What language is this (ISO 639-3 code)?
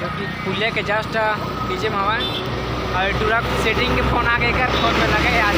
hne